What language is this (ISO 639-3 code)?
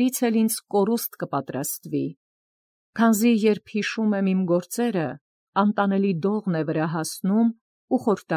hye